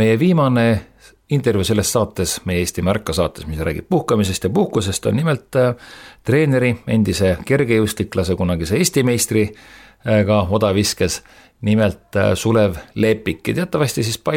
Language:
Estonian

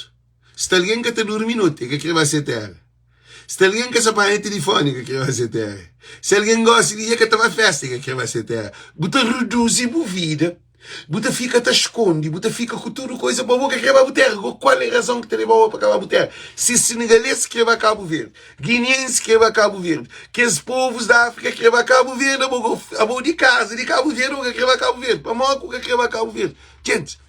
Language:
Kabuverdianu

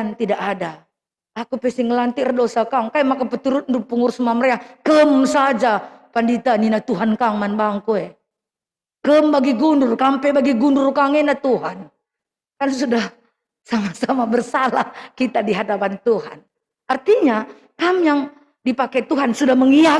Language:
Batak Karo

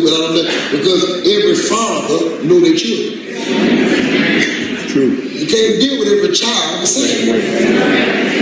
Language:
English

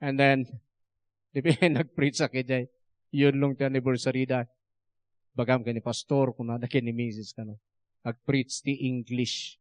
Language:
Iloko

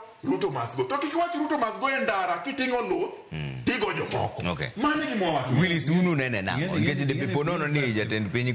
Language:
Luo (Kenya and Tanzania)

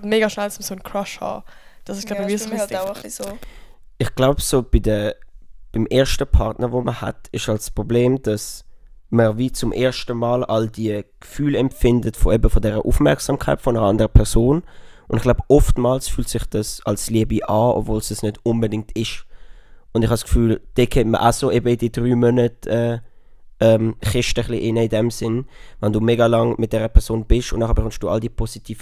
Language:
Swiss German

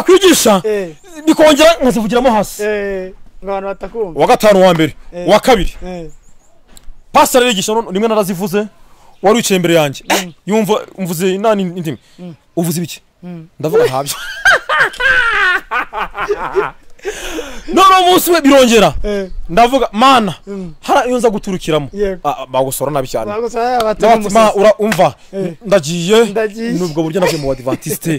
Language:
Kinyarwanda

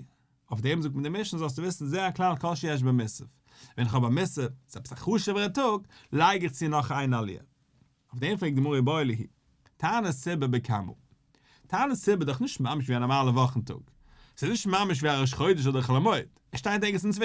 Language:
Yiddish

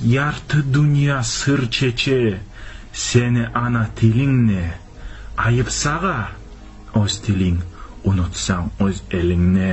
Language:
Kumyk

